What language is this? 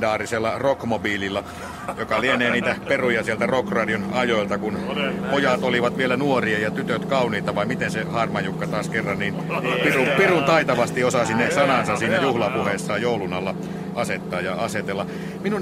Finnish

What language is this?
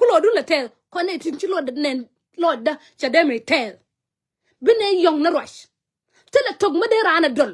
Nuer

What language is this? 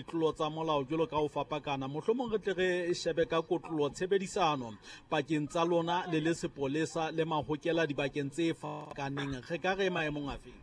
Southern Sotho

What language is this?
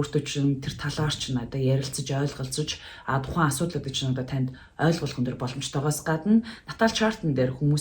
Mongolian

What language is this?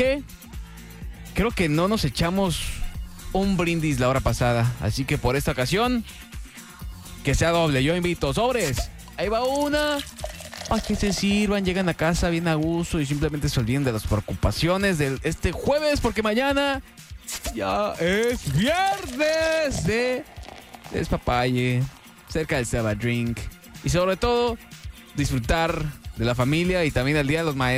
Spanish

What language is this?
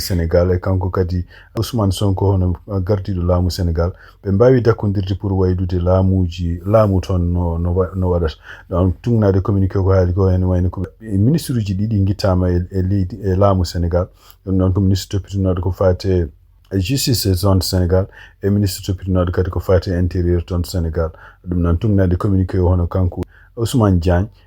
Fula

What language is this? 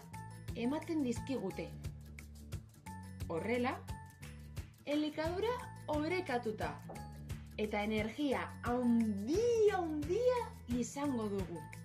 Basque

